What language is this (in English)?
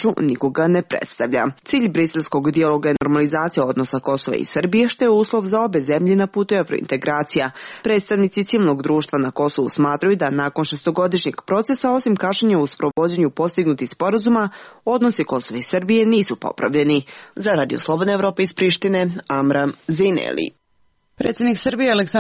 Serbian